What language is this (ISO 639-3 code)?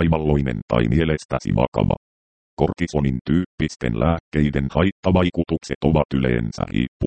fin